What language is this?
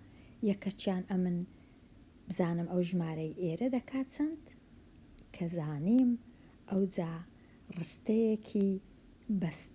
Central Kurdish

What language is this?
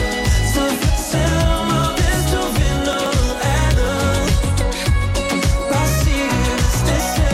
Danish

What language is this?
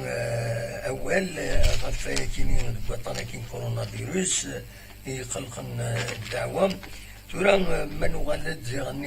Kabyle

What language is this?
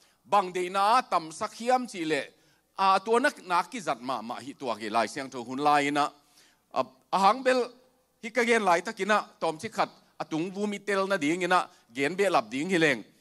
Tedim Chin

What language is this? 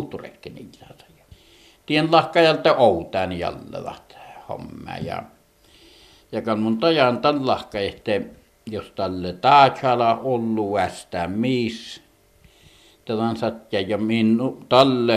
Finnish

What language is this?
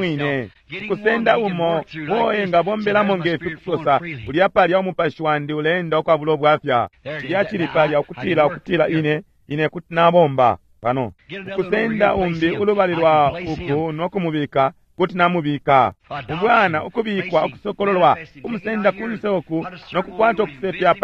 Bemba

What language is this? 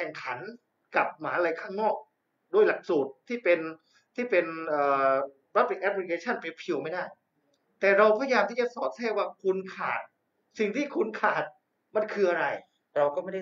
Thai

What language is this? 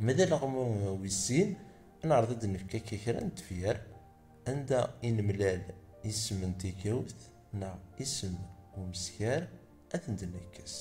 Kabyle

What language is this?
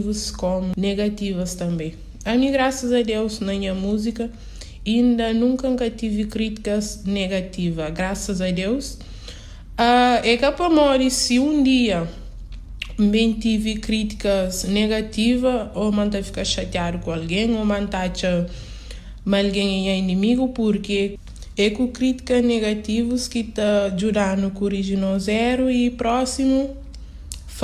Kabuverdianu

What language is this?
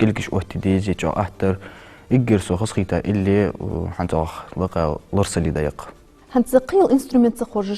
Ingush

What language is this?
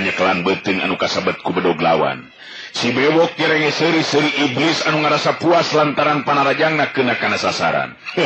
Sundanese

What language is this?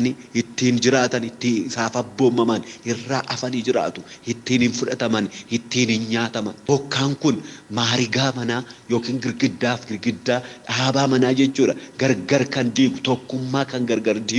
Oromo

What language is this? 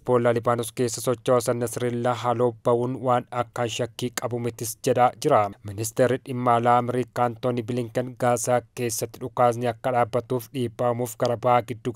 Oromo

